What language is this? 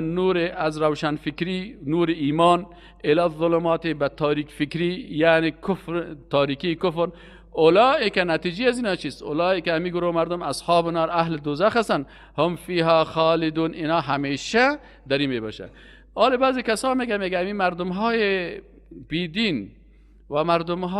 Persian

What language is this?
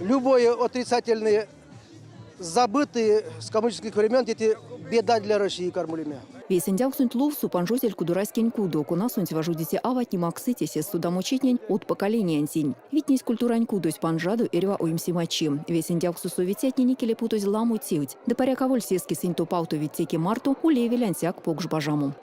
Erzya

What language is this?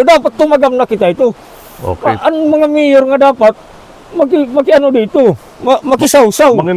Waray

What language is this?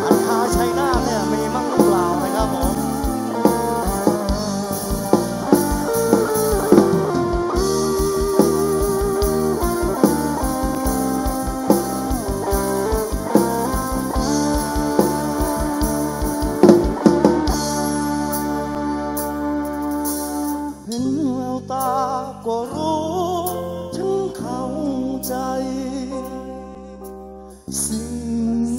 Thai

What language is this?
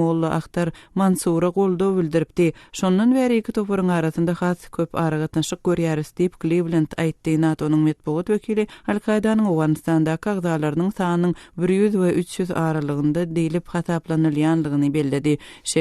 Turkmen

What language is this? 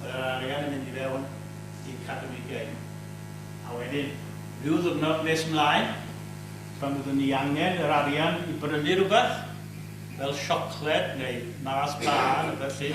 Welsh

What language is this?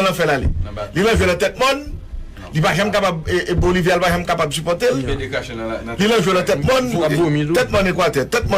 Haitian Creole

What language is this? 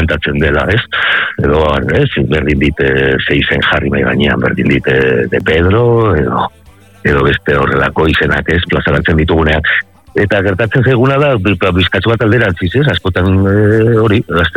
Basque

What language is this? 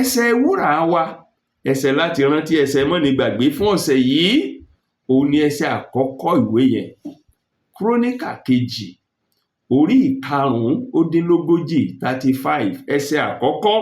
Yoruba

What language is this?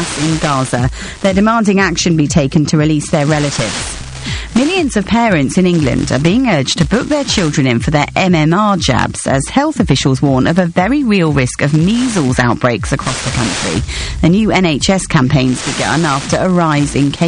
English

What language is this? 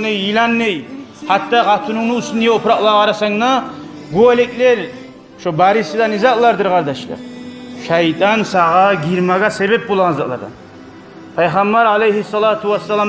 Kumyk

